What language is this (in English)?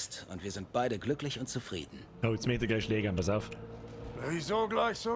Bavarian